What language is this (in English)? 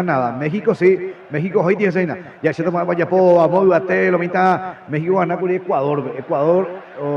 Guarani